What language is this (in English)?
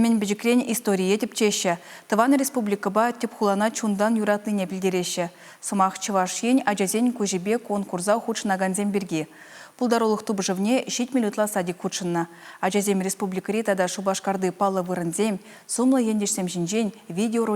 Chuvash